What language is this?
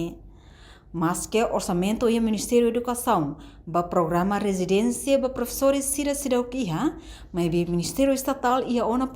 Tetum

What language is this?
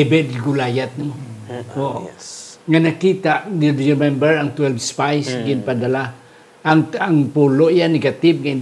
Hiligaynon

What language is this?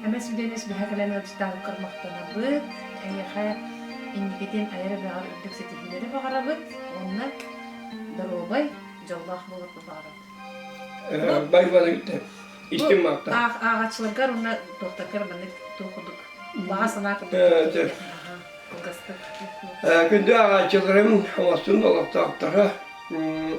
Yakut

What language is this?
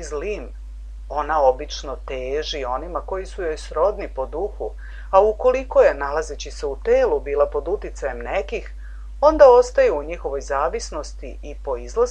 Serbian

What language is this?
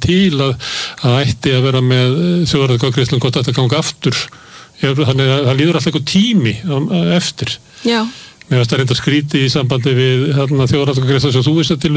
Icelandic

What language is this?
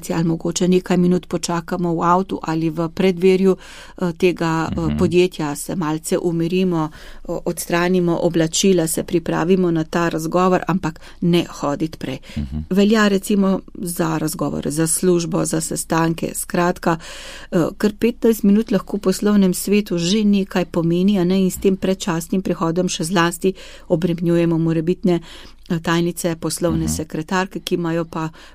Slovenian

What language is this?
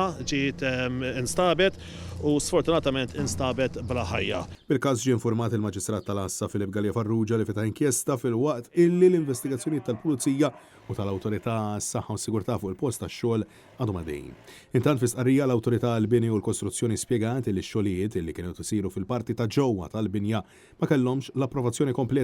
Maltese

